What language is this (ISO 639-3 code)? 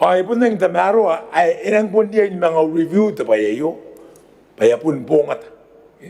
gil